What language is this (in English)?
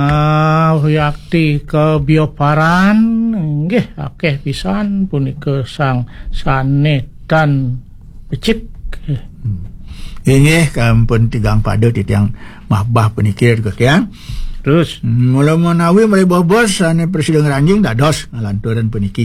Balinese